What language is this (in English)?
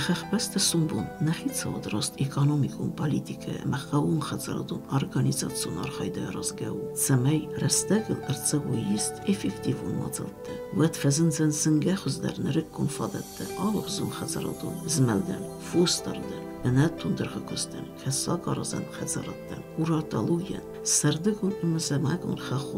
Ossetic